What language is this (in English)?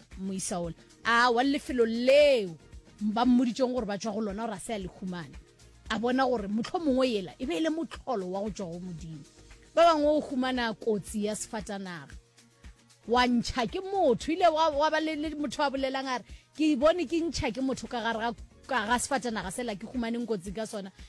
Northern Sotho